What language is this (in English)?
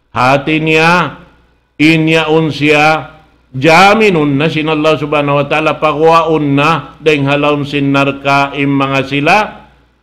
Tausug